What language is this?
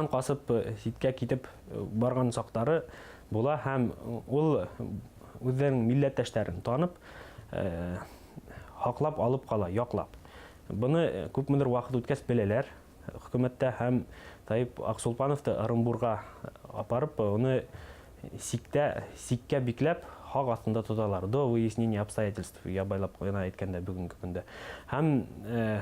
Bashkir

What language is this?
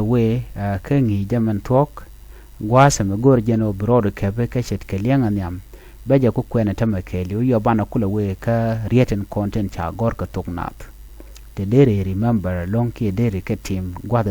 Nuer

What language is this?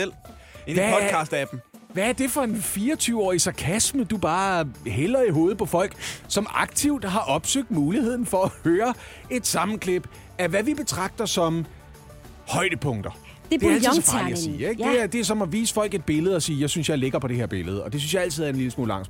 Danish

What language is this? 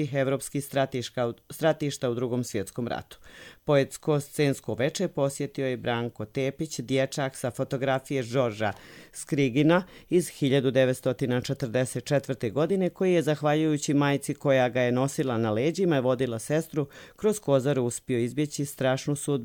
Croatian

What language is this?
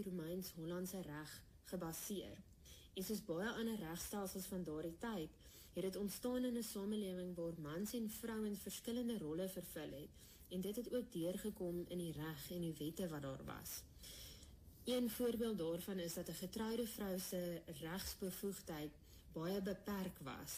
Afrikaans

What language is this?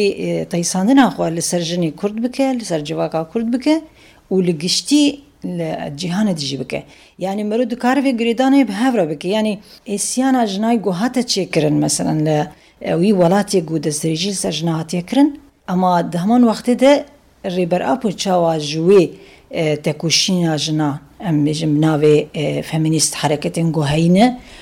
Kurdish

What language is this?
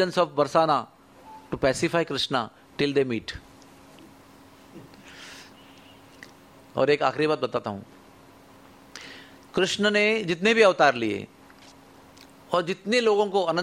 Hindi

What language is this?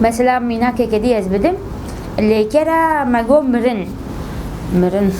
Kurdish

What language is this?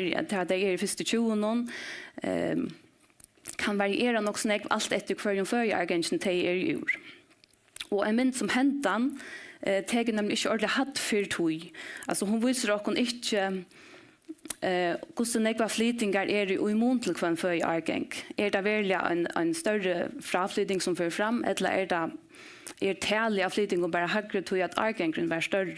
Faroese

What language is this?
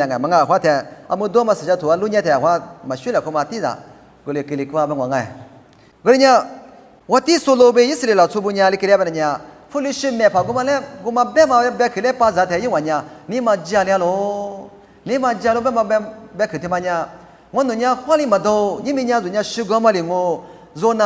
Lisu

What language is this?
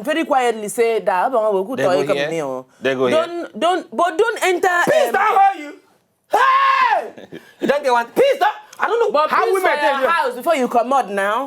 Nigerian Pidgin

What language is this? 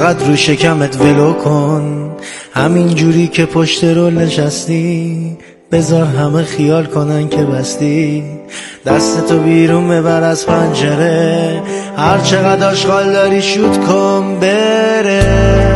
Persian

